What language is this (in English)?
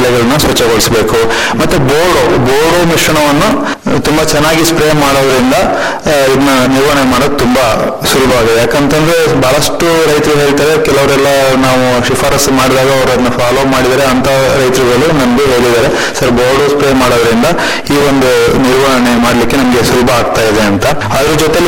Kannada